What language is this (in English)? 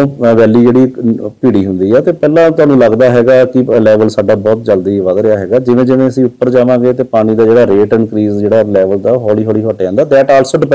Punjabi